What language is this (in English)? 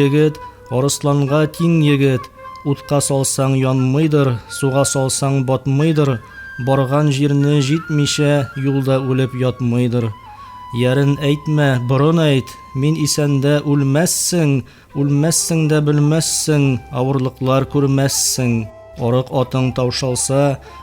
Tatar